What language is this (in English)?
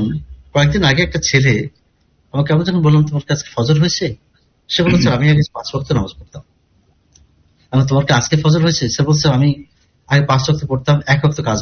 Bangla